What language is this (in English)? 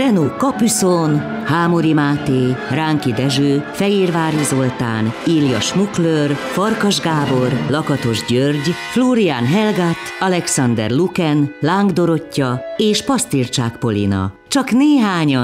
Hungarian